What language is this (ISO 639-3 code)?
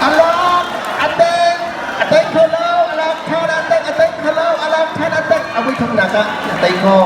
cnh